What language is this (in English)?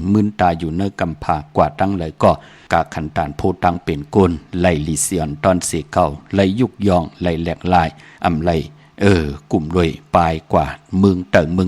Shan